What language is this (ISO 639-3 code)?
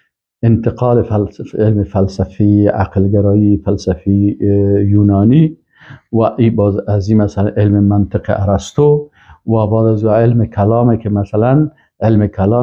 fas